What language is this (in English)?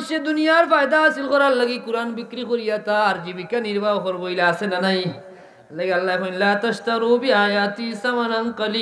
Sylheti